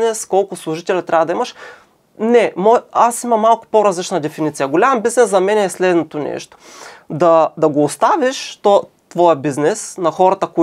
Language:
Bulgarian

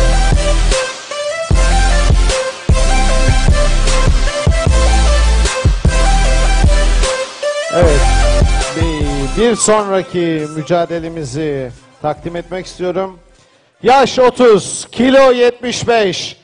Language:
Turkish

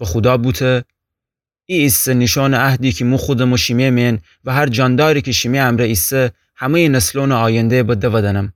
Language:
Gilaki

